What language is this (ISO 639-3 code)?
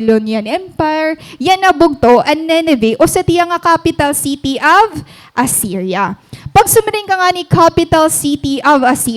war